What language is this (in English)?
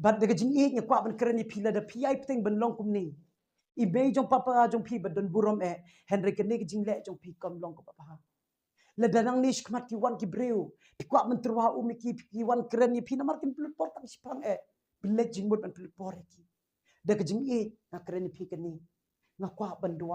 Khasi